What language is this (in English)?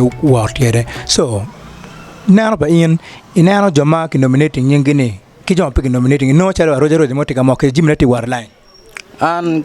Acoli